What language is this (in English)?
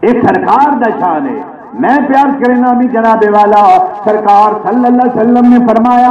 Saraiki